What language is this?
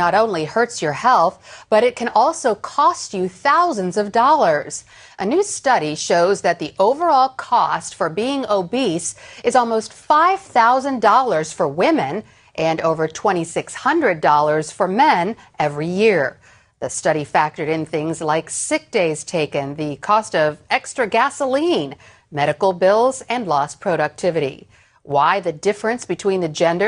English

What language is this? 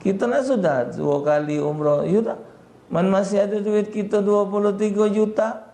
Musi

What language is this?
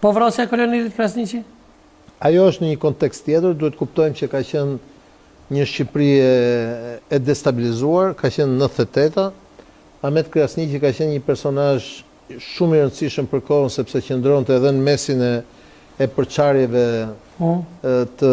Albanian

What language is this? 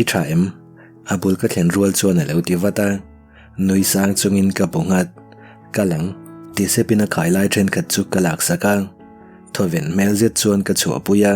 Mizo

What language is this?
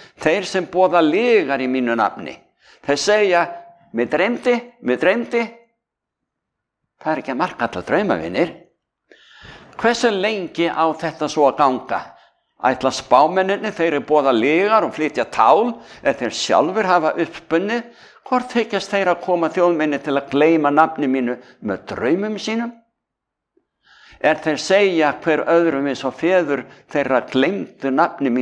Icelandic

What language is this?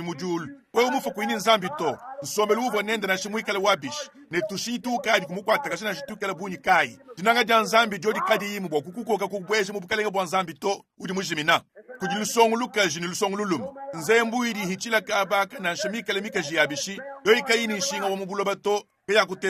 Luba-Lulua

